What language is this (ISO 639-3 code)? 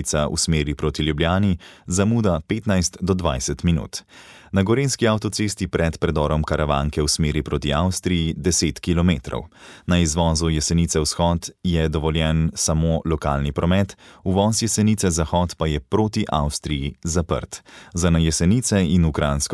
slv